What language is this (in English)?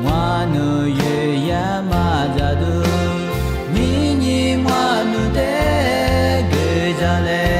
Lisu